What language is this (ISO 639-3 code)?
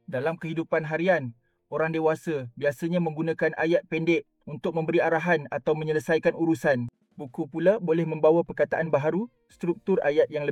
msa